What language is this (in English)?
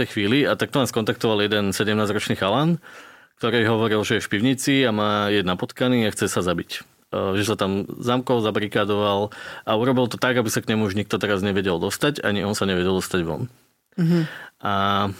Slovak